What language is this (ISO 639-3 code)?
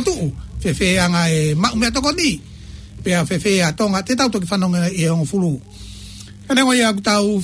ton